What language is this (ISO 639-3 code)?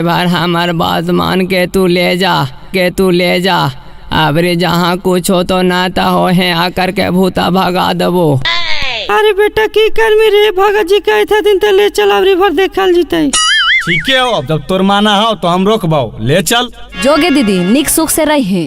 mag